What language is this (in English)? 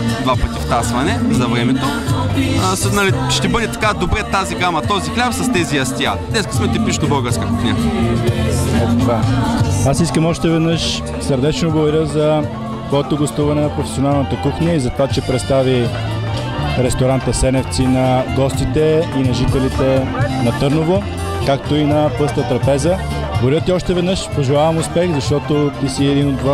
Bulgarian